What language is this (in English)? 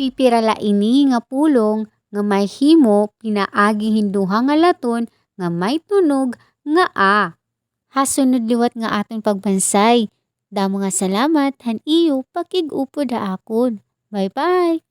Waray